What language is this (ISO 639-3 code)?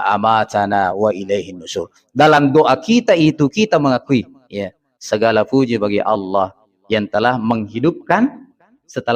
bug